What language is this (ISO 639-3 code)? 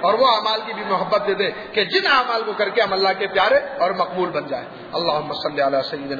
urd